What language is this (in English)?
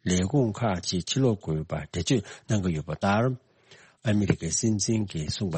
Tibetan